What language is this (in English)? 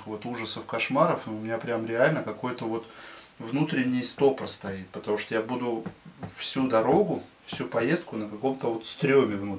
Russian